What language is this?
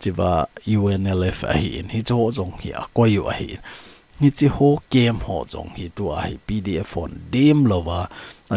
Thado Chin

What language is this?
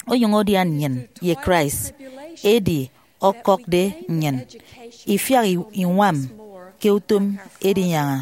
Efik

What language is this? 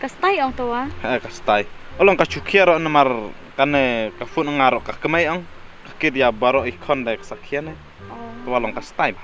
Khasi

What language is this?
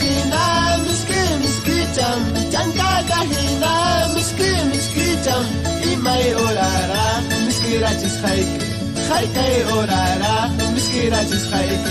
Ayacucho Quechua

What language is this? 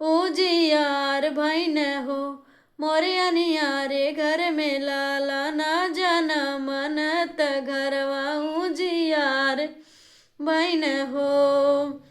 Awadhi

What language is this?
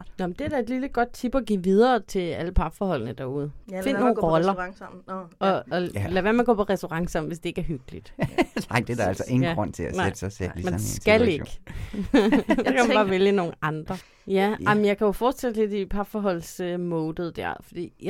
Danish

